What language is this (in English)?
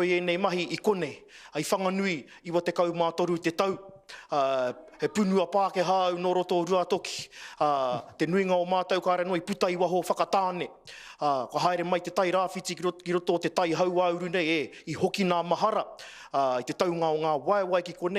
Māori